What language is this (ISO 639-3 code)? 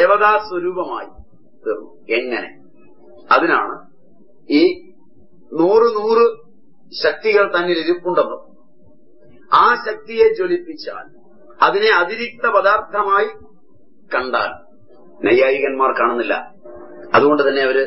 mal